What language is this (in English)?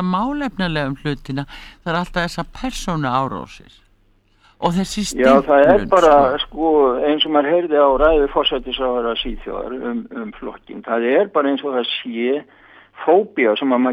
Icelandic